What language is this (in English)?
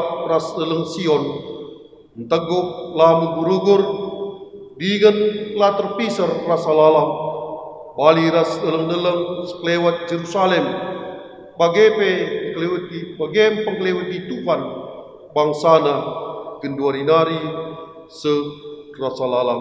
Batak Karo